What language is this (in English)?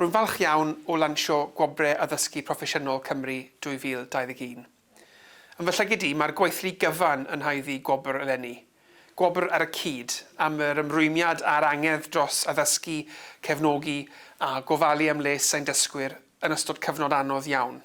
Welsh